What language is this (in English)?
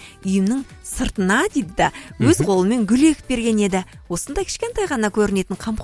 Kazakh